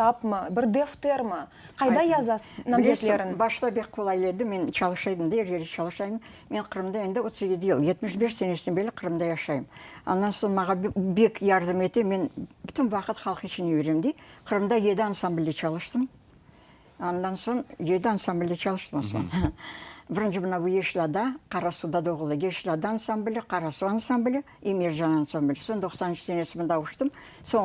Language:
Crimean Tatar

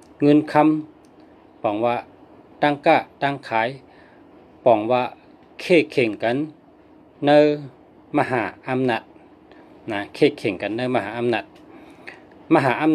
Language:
Shan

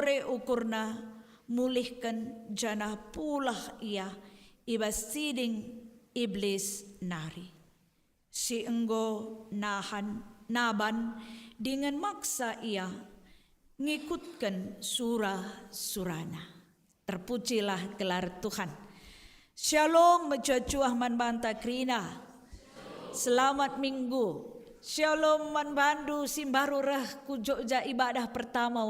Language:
Batak Karo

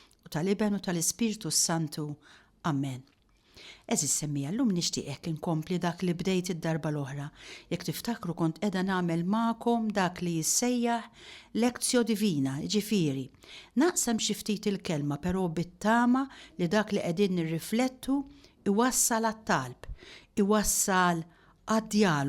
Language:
Maltese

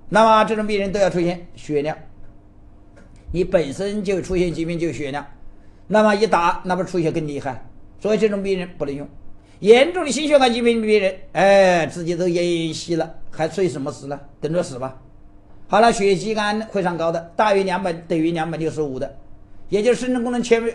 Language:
Chinese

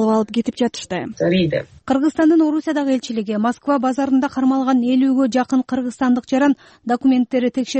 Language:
Kyrgyz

